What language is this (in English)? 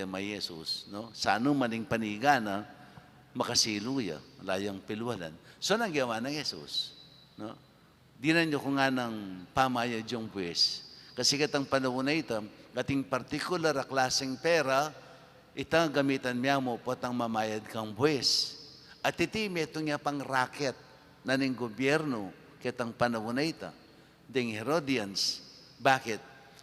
Pampanga